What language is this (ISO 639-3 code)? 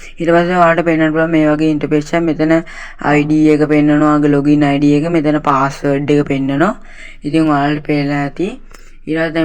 sin